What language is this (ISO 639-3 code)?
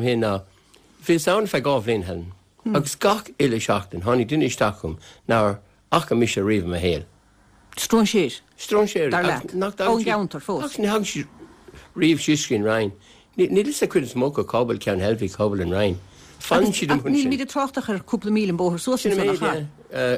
gle